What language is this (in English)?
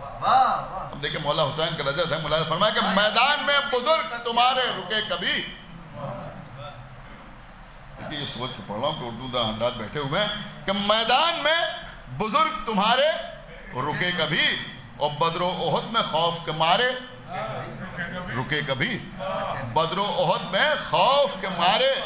Urdu